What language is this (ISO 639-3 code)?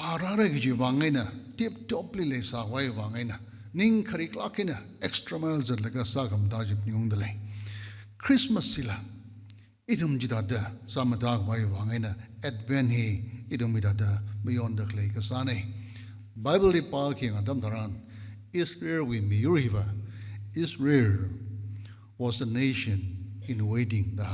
nmf